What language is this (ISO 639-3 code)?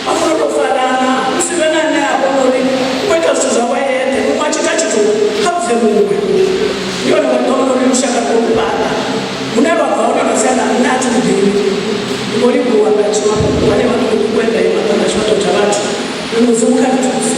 ven